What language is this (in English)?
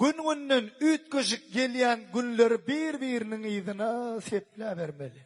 Turkmen